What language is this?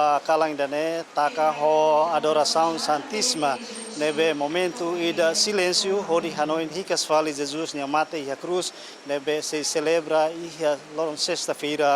Tetum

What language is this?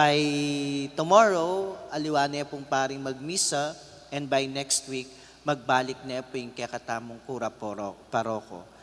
Pampanga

